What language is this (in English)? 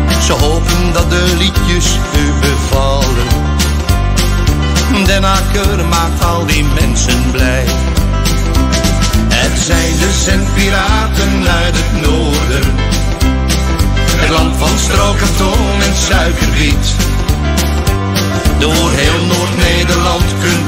Dutch